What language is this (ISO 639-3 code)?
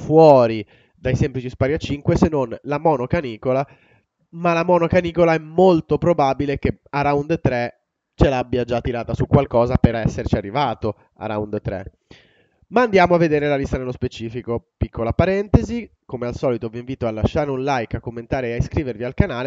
ita